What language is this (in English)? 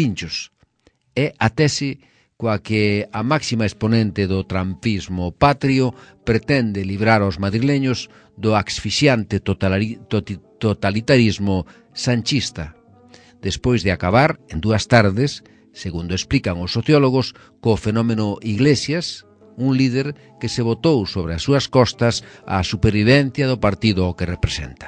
Galician